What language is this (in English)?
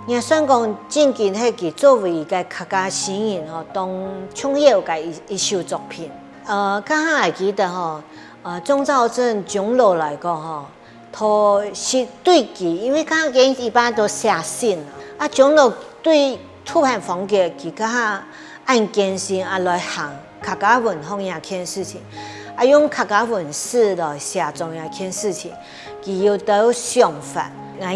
Hakka Chinese